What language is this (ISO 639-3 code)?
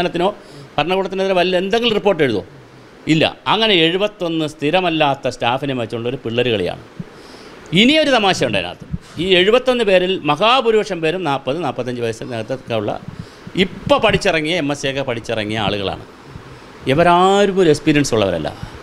mal